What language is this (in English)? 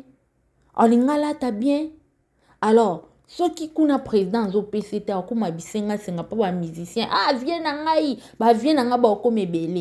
Lingala